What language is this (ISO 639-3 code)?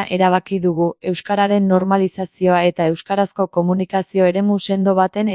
eus